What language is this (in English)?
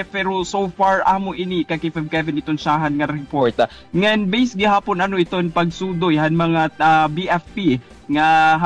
Waray